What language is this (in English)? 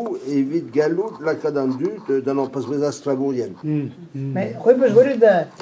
Breton